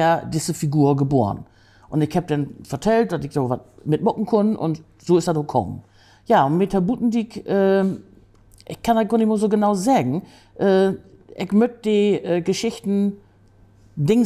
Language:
Low German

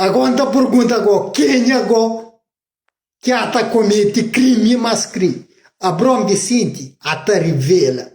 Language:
Kabuverdianu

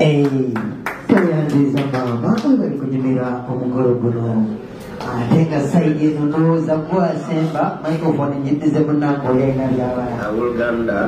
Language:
Soga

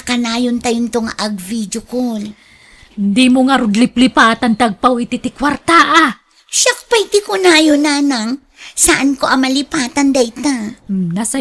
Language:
Iloko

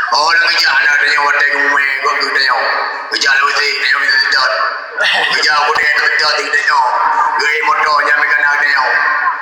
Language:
Achinese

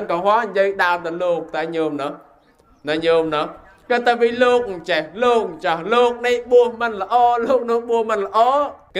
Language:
Khmer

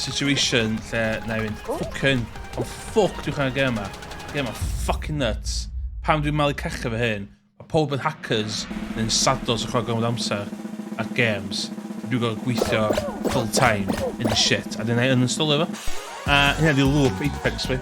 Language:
Welsh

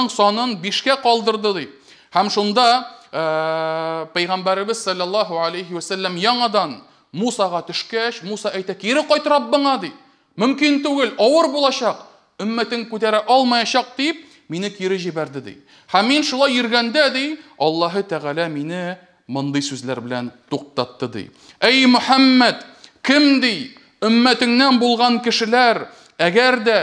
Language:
Tatar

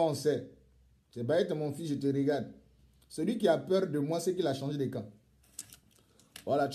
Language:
French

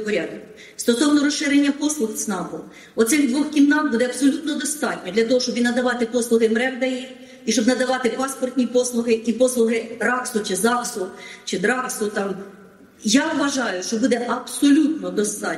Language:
Ukrainian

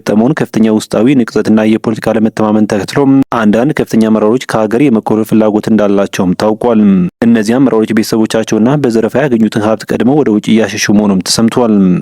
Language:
Amharic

